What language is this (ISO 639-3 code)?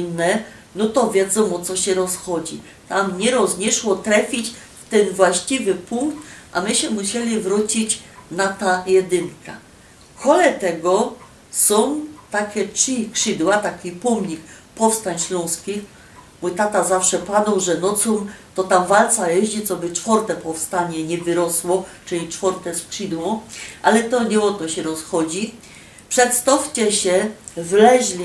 szl